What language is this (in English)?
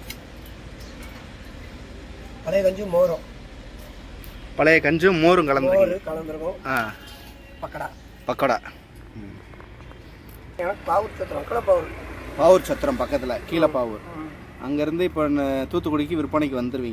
Tamil